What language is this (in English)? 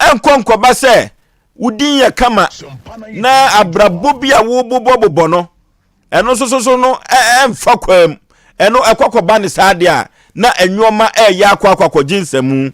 Akan